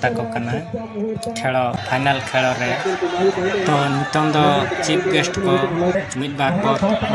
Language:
Santali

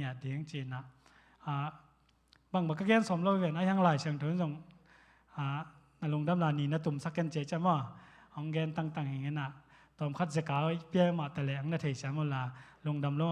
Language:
Tedim Chin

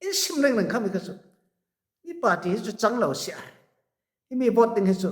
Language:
Falam Chin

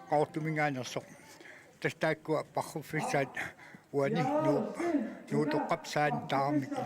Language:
Kalaallisut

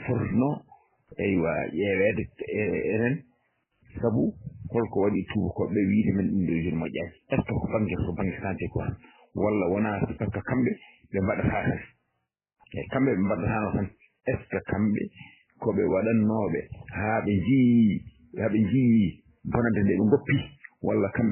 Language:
Fula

